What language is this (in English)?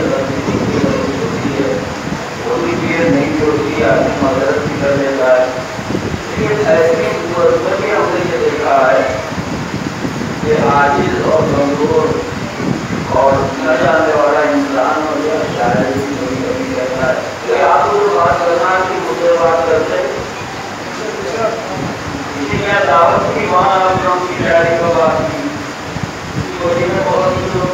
Urdu